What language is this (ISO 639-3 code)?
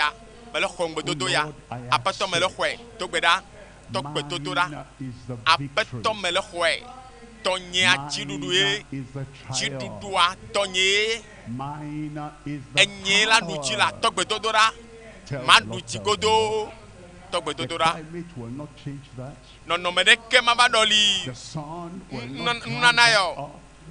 ewe